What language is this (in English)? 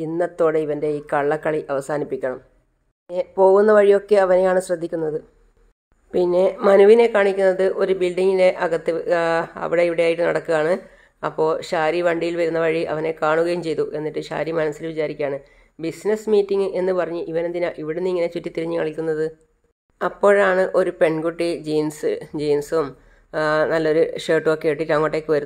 Malayalam